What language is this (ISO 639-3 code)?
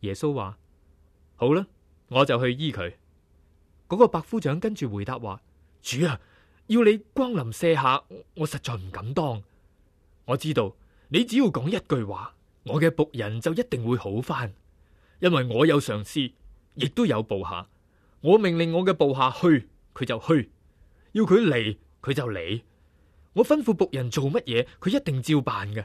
yue